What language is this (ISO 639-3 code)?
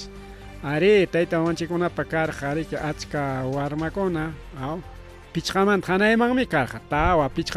quy